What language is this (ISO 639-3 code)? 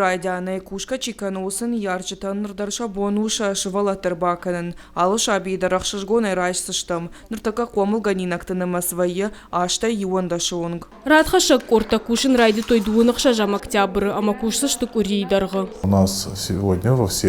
oss